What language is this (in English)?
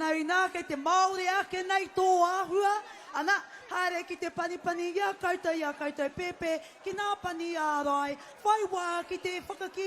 Māori